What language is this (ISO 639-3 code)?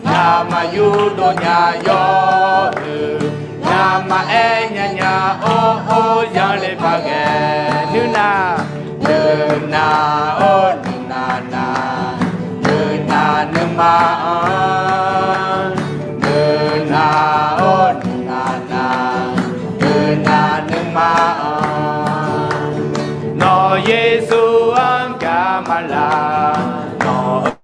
ahk